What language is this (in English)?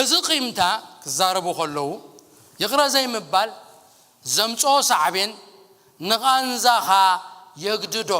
Tigrinya